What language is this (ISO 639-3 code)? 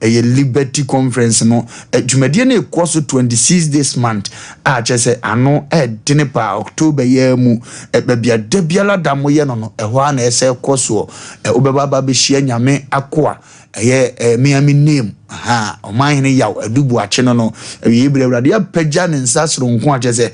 aka